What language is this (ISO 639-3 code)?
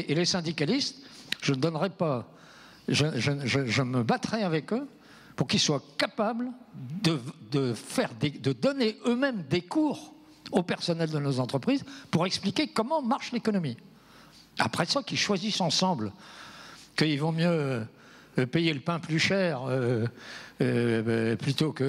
fra